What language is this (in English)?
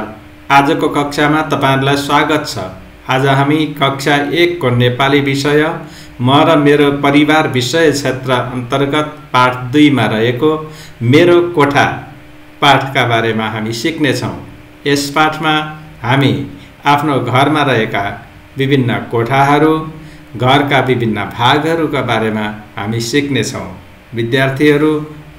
Nepali